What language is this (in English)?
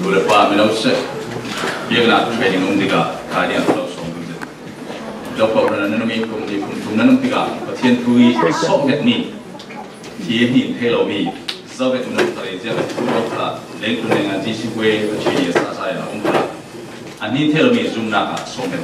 Falam Chin